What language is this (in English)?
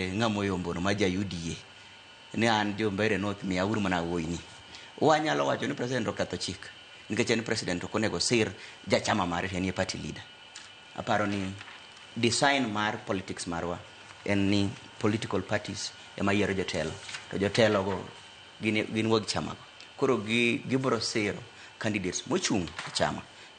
Luo (Kenya and Tanzania)